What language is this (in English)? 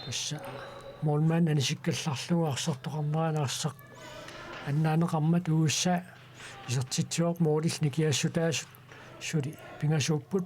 Kalaallisut